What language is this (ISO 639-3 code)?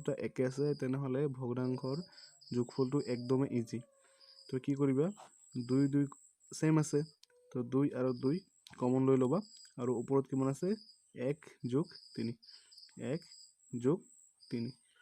asm